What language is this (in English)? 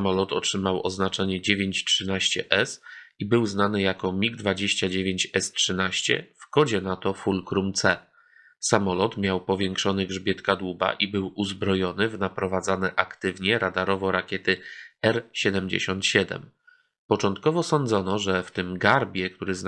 Polish